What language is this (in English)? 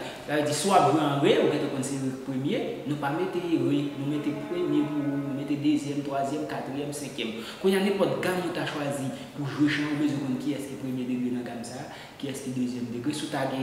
Haitian Creole